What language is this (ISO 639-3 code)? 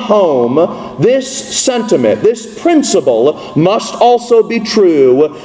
eng